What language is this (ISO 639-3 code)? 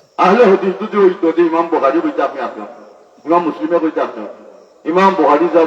syl